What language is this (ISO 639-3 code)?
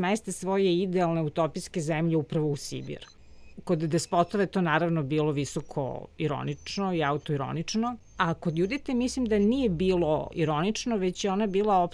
srp